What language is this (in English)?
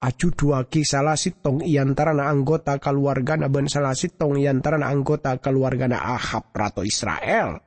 Madurese